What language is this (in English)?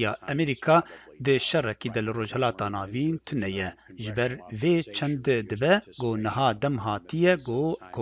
Kurdish